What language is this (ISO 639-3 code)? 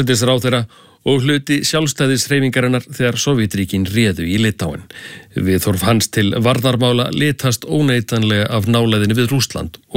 isl